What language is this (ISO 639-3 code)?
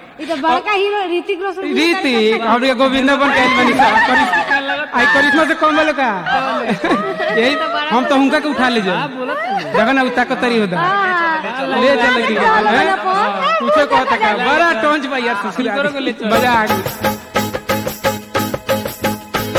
bho